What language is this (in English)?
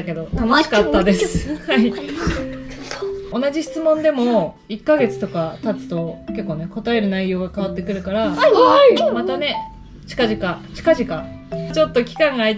Japanese